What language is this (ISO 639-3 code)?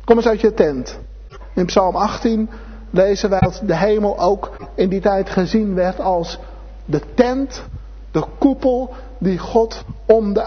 nld